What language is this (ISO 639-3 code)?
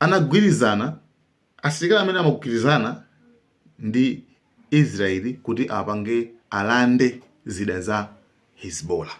nya